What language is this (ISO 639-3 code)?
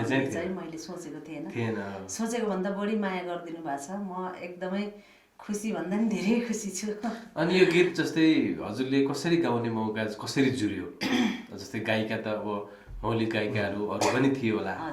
nep